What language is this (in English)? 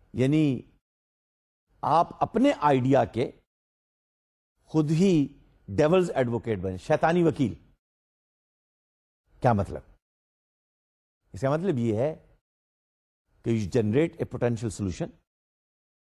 Urdu